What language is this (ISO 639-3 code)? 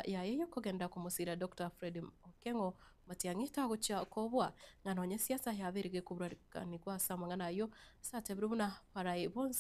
guz